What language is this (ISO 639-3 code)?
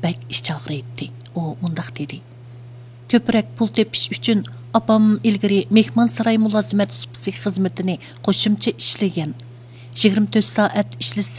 uig